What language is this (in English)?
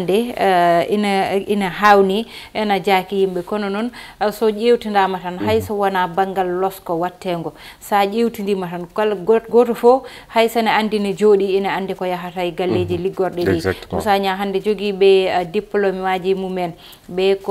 Fula